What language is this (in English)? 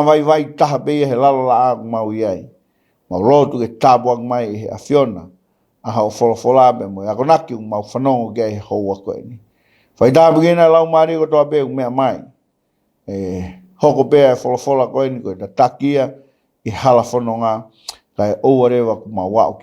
Tongan